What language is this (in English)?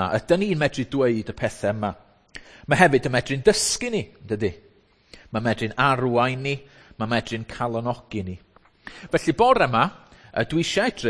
Welsh